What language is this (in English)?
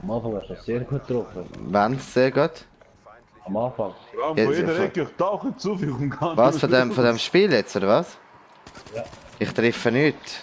Swiss German